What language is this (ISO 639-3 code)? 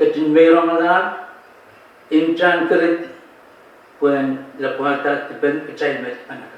pon